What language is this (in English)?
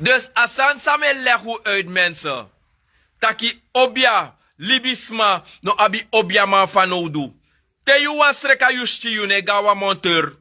Sranan Tongo